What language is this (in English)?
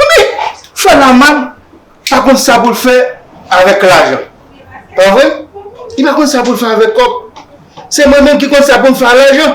Haitian Creole